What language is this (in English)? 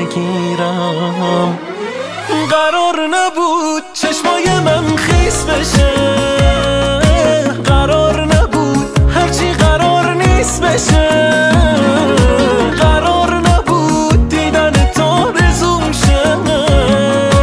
Persian